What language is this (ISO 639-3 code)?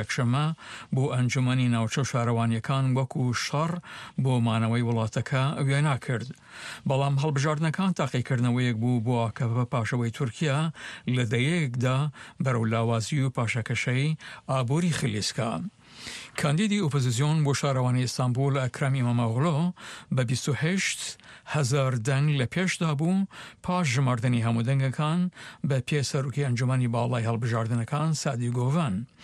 ckb